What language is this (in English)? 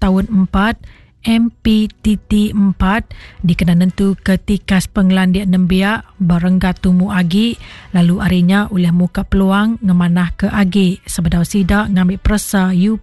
Iban